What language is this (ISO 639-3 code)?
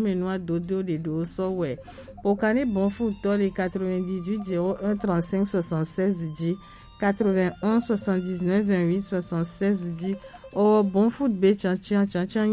gej